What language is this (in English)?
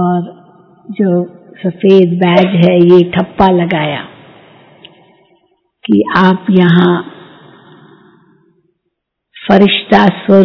Hindi